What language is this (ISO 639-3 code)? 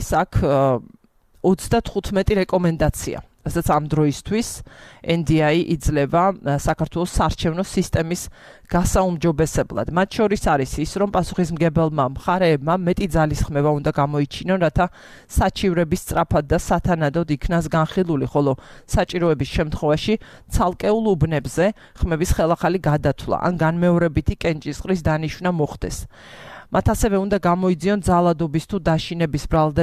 kat